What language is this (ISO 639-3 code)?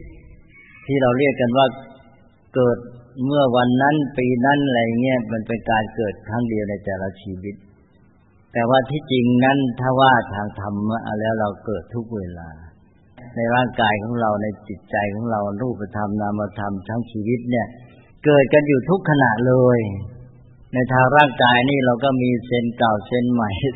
tha